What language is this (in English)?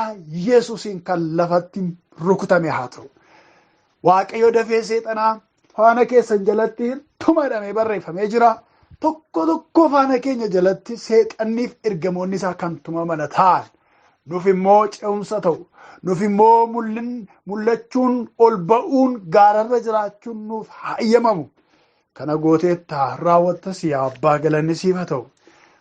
Oromo